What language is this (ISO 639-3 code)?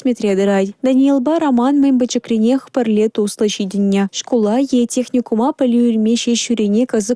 chv